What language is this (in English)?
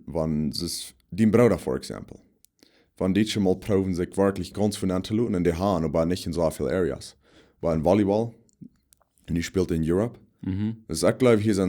Plautdietsch